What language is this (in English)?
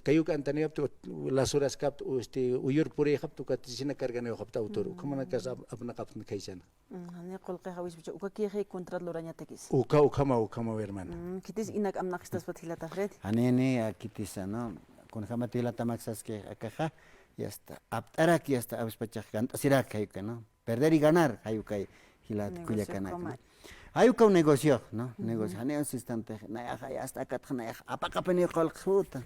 Aymara